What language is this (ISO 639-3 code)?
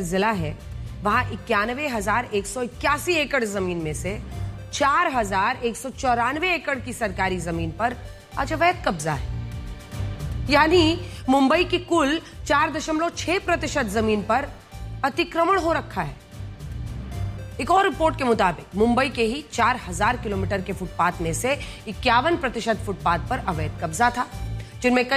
hin